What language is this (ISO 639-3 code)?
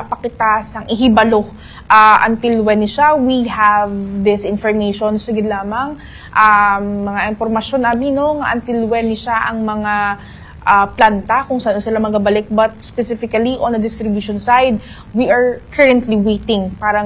hil